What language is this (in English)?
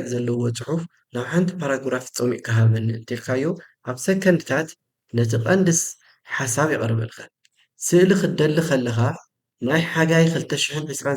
Tigrinya